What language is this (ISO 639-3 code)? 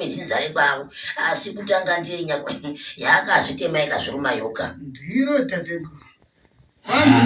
sna